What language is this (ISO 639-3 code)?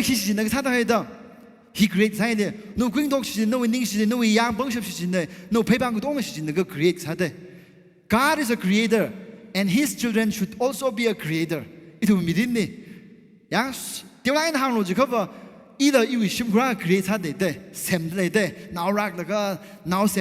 nmf